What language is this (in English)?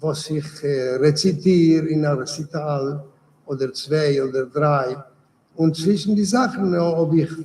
Yiddish